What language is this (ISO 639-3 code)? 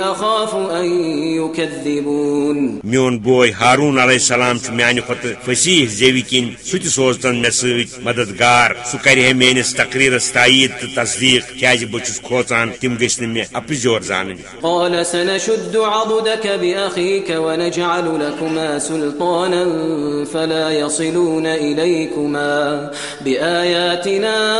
kas